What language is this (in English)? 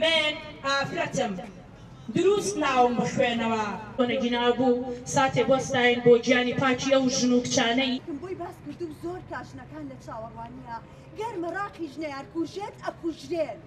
Central Kurdish